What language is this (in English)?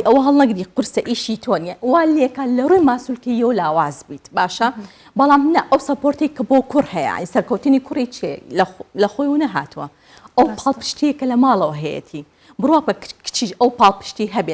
Central Kurdish